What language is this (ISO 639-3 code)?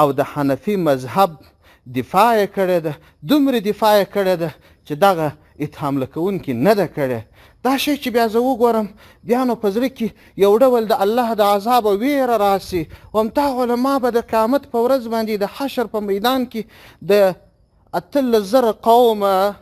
pus